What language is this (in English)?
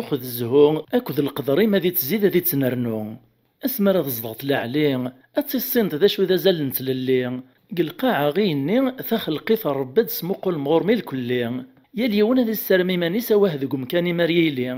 Kabyle